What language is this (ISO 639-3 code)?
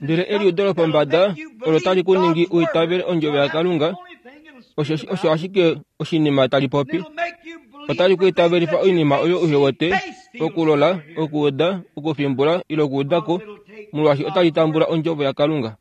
kua